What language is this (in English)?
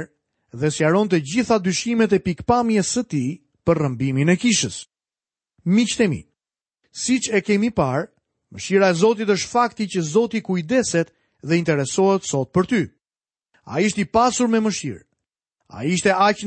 Albanian